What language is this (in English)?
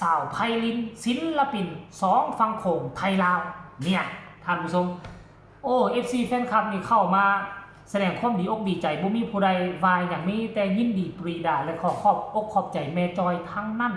Lao